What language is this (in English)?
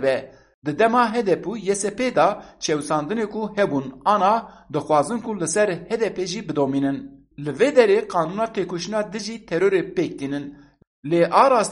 Kurdish